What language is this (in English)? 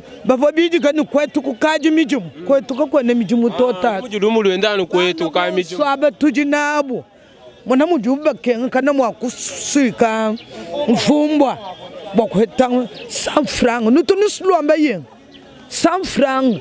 Luba-Lulua